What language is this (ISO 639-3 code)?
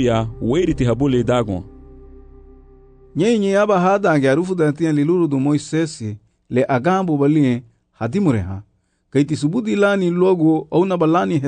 cab